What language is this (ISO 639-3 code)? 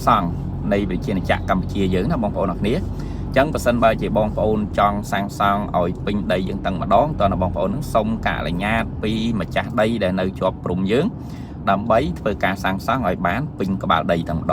khm